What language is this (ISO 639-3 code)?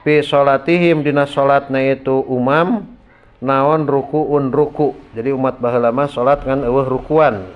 sun